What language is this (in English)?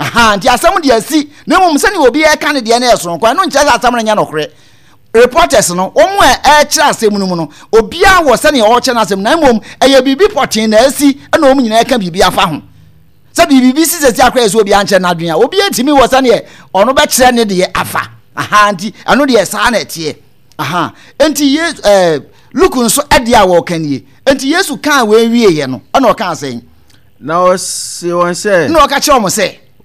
Akan